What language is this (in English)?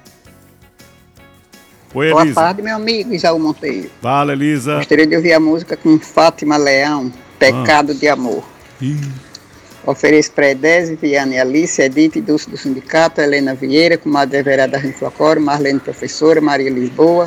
Portuguese